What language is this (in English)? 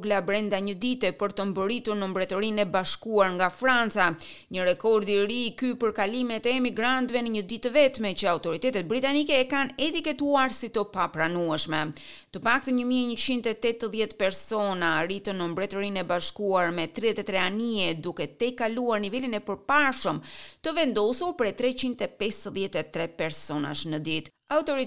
Albanian